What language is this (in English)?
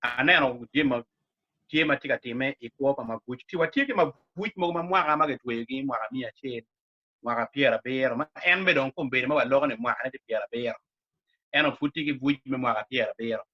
Acoli